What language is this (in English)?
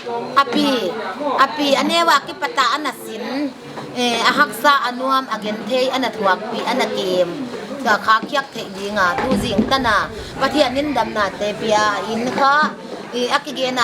Paite Chin